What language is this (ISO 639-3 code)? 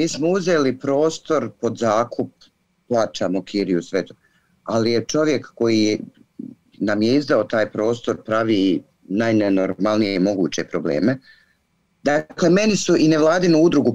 hrv